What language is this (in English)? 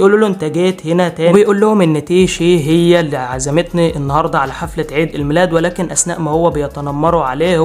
Egyptian Arabic